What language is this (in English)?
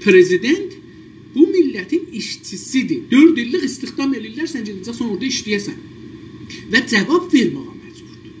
South Azerbaijani